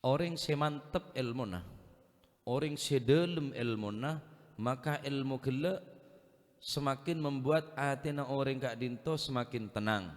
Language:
Madurese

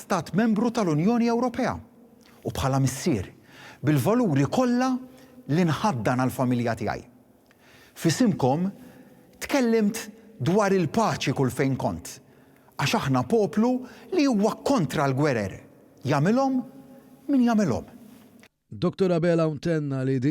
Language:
Maltese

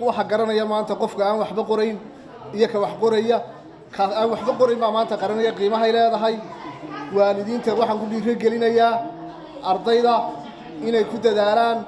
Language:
Somali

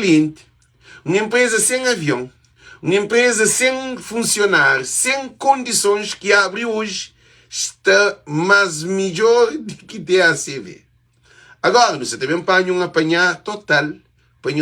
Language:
Kabuverdianu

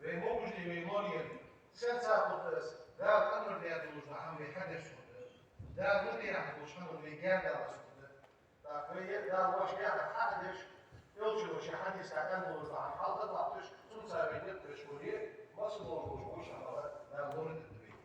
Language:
Ingush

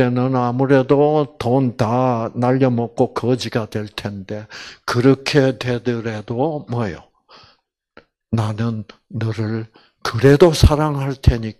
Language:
Korean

